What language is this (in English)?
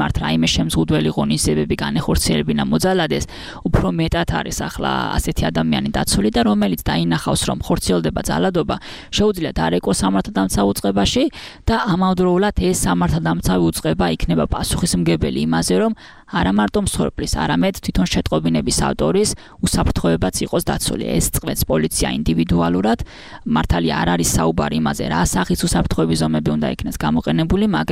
Georgian